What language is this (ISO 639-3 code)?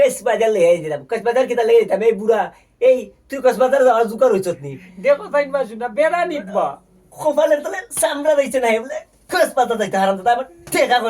syl